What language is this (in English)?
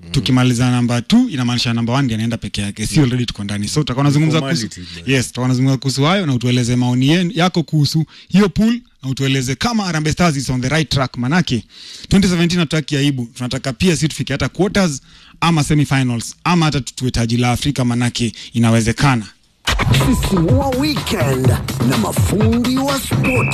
Swahili